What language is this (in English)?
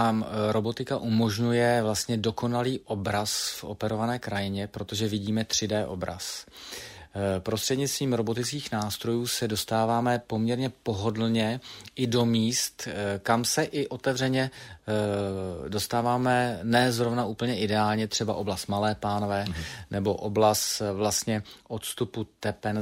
Czech